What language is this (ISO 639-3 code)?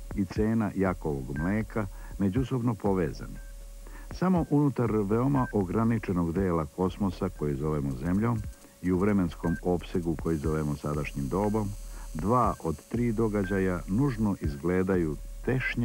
srp